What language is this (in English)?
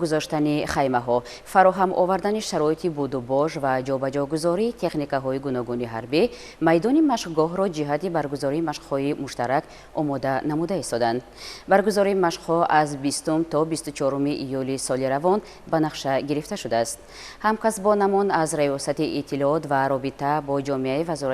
Tajik